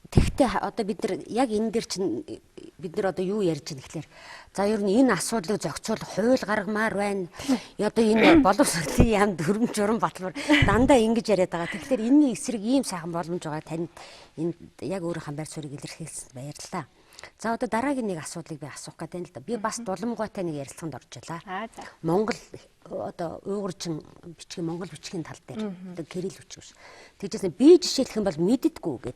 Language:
Mongolian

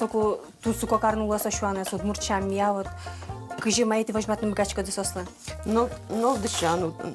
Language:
Udmurt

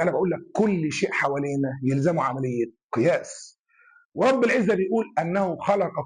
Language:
Egyptian Arabic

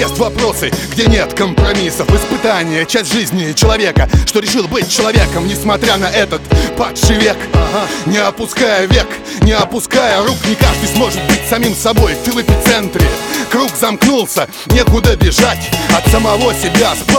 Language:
Russian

